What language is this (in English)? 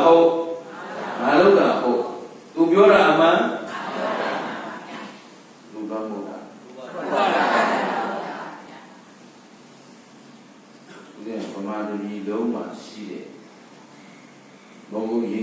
Burmese